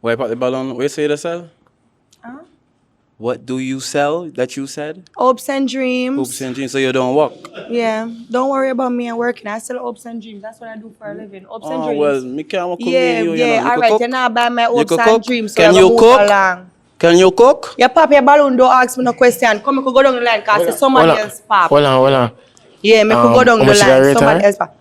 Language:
Jamaican Creole English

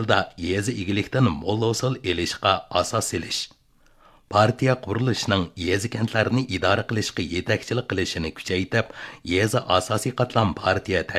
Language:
Uyghur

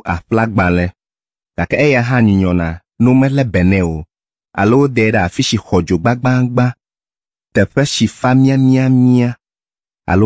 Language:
Ewe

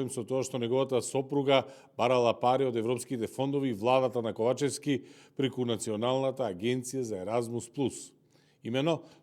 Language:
Macedonian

